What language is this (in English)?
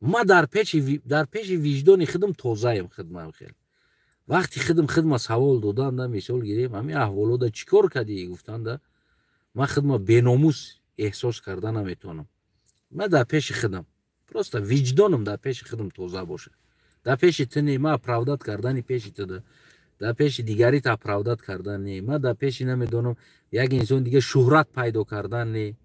Tajik